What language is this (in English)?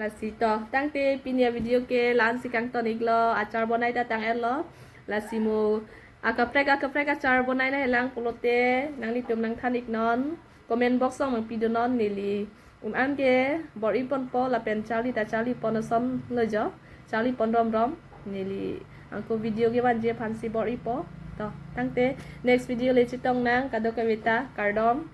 Karbi